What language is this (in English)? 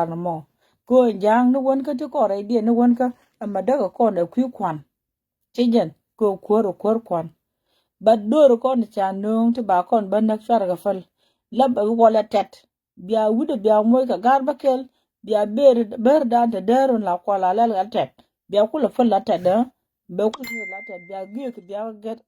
Nuer